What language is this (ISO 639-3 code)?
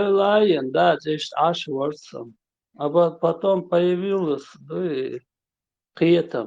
che